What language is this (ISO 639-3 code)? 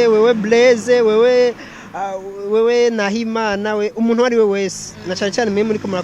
run